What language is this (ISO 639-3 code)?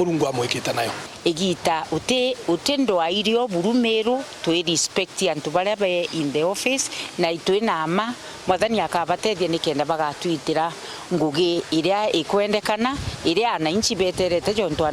mer